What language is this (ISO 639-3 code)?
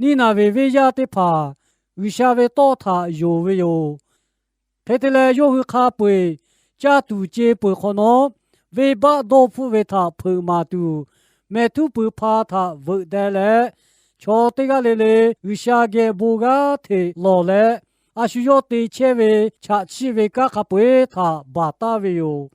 lhu